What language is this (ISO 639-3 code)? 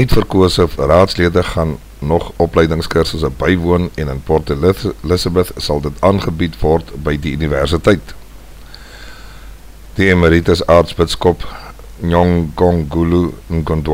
afr